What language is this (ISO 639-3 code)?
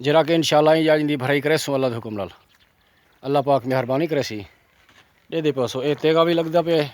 skr